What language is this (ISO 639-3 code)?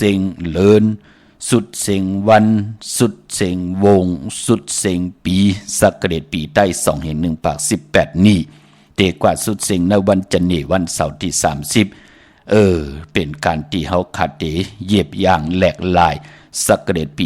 shn